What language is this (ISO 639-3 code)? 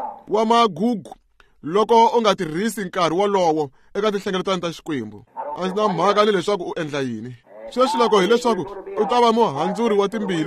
tso